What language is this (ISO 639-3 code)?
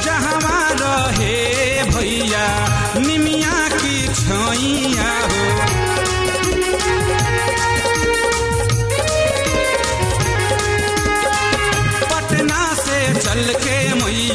bho